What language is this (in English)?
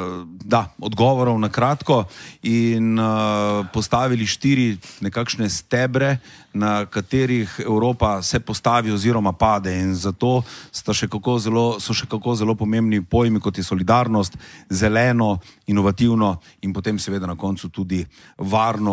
Slovenian